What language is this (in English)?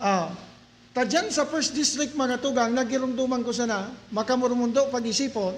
Bikol